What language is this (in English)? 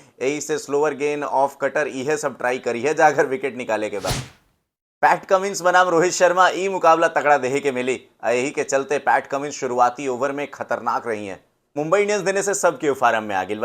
Bhojpuri